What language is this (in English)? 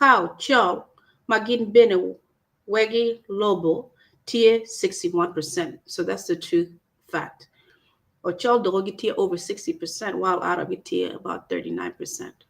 Acoli